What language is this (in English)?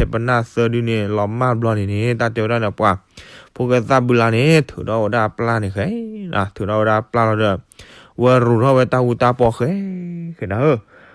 S'gaw Karen